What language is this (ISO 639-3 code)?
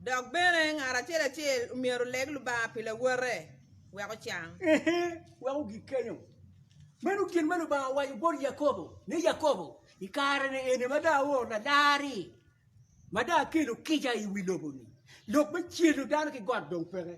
ach